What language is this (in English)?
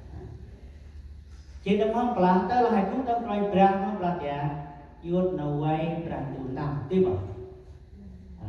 Central Mnong